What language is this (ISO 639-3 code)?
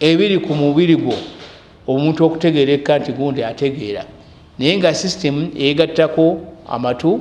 lug